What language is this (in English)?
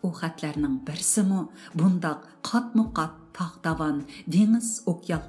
Uyghur